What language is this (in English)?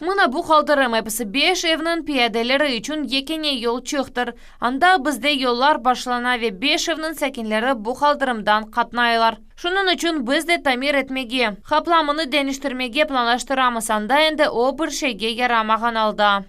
Crimean Tatar